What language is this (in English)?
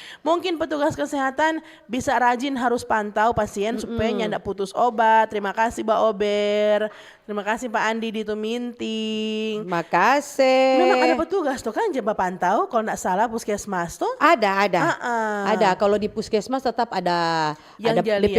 Manado Malay